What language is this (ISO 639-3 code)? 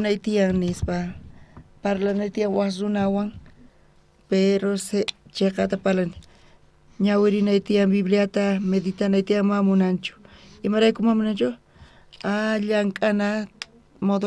quh